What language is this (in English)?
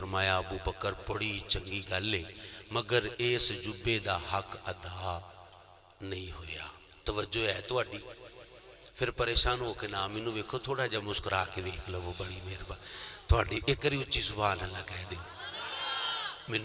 Western Panjabi